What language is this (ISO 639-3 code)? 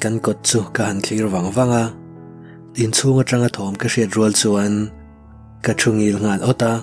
lus